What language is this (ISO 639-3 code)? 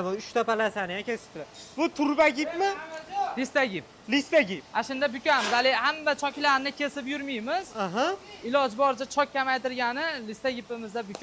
uzb